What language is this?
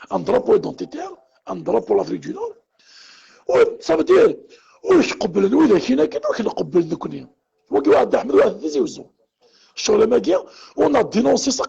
Kabyle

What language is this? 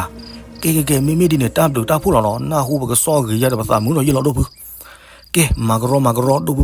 S'gaw Karen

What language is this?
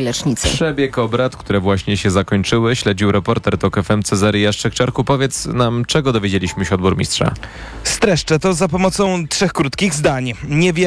Polish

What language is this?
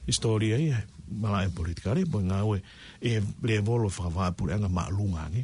Tongan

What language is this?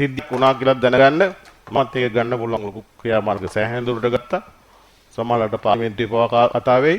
Sinhala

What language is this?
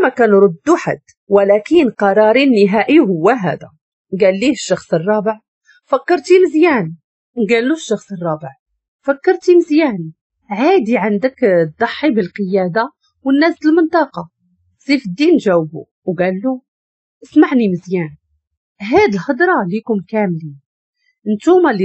Moroccan Arabic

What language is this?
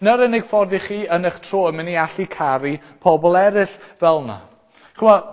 Welsh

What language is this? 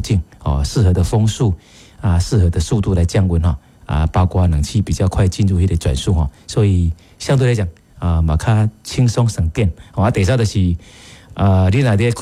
Min Nan Chinese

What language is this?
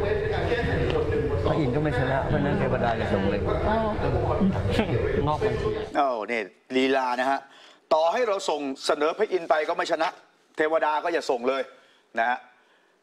Thai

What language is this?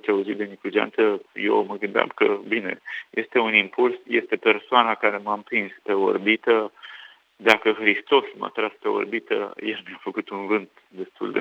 Romanian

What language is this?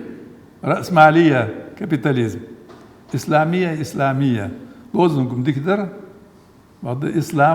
Ingush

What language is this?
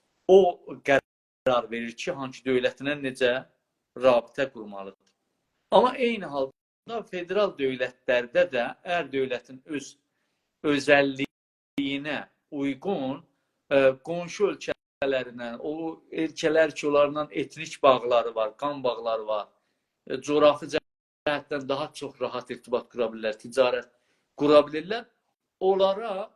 South Azerbaijani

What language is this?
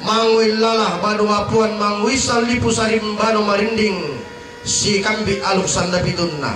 Toraja-Sa'dan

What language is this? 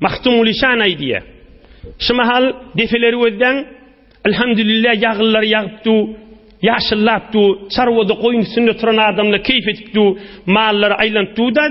Turkmen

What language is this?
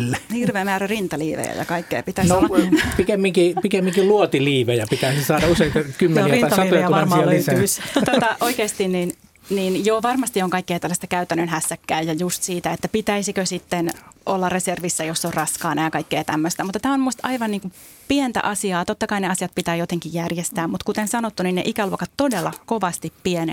Finnish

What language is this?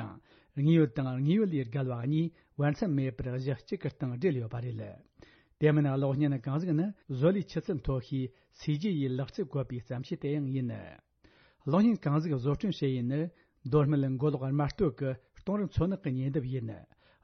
Tibetan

